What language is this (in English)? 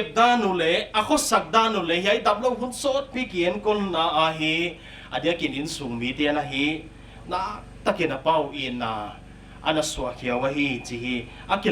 Paite Chin